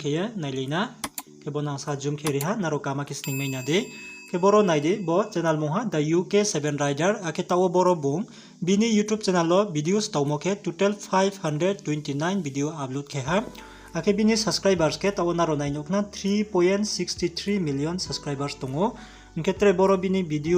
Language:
Riang (India)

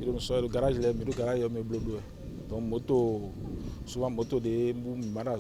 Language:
Fon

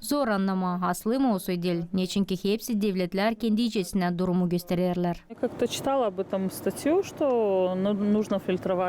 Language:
Gagauz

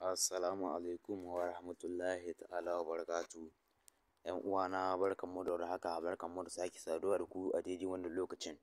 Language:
Hausa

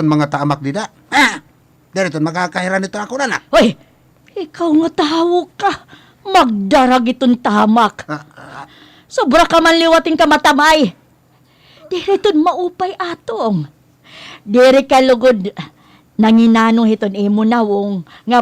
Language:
Waray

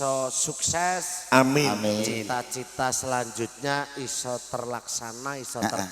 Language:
Javanese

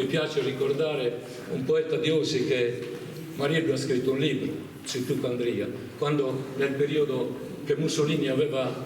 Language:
Sardinian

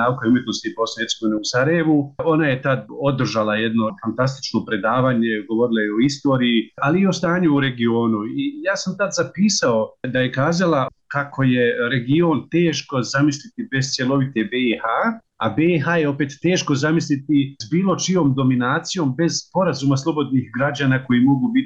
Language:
Bosnian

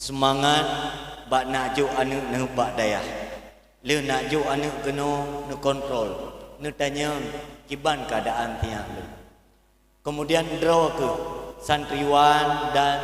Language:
Achinese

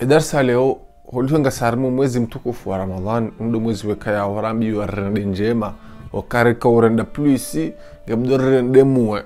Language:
Ngazidja Comorian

